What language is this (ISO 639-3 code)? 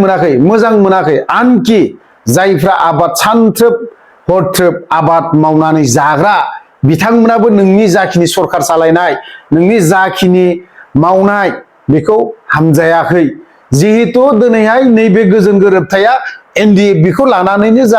brx